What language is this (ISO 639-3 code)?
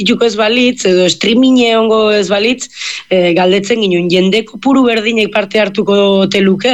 eus